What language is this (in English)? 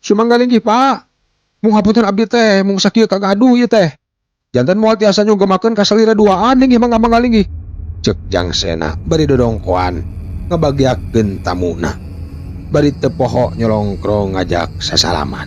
Sundanese